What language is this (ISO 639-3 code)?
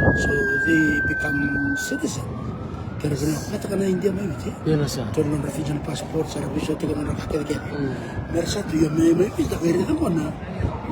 fij